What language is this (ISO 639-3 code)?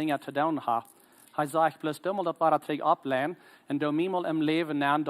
pdt